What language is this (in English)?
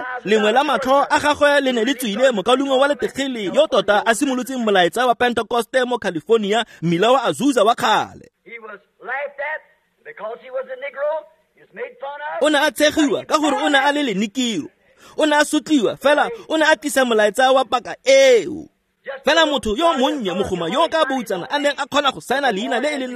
Tswana